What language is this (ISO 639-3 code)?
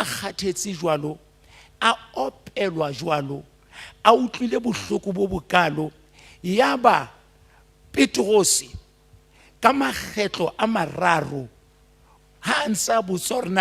sot